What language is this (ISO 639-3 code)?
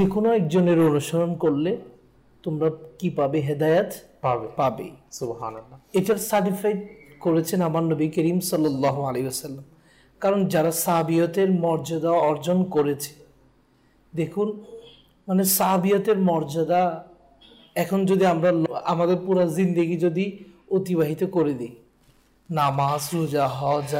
ben